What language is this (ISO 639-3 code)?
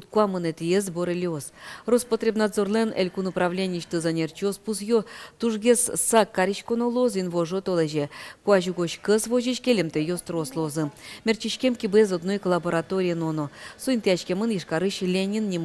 udm